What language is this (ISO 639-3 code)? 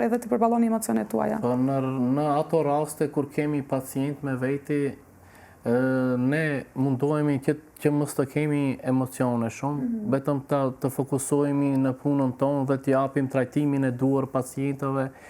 sqi